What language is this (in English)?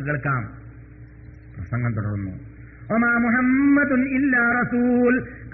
Malayalam